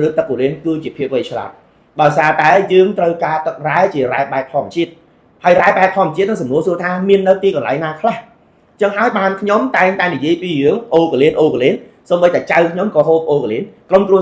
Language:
Khmer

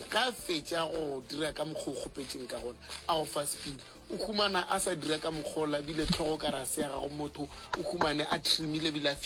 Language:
Northern Sotho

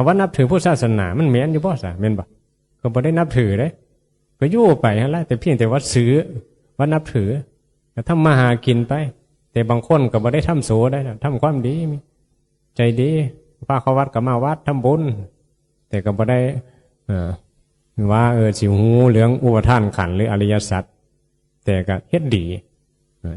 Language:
Northeastern Thai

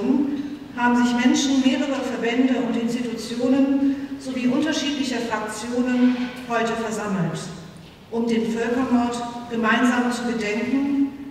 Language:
German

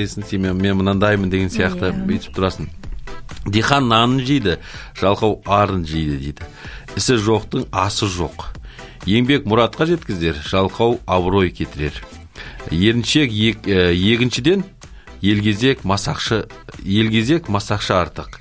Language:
Kazakh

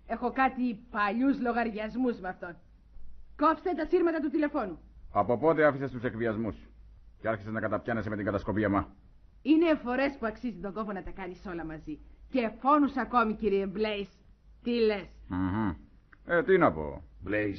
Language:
Greek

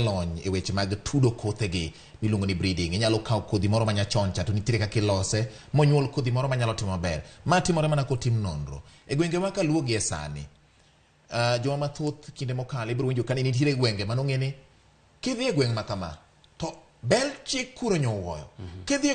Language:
Luo (Kenya and Tanzania)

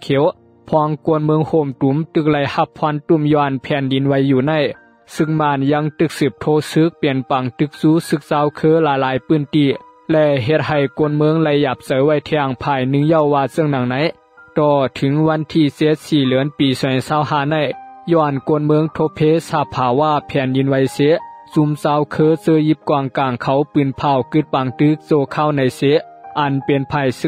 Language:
Shan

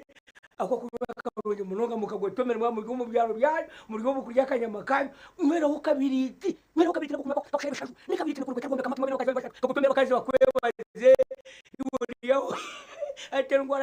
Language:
Nyankole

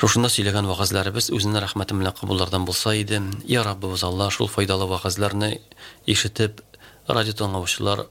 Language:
Tatar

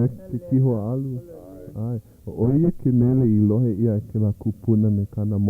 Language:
Hawaiian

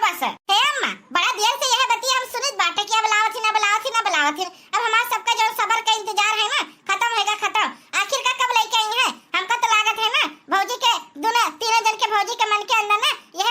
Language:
Awadhi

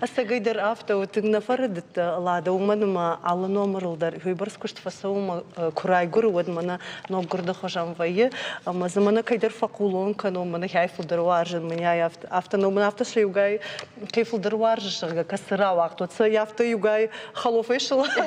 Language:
Ossetic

